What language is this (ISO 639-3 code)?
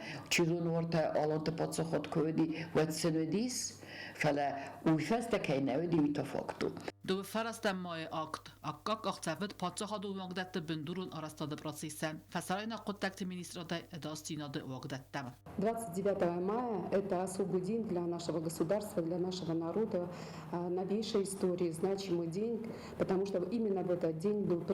oss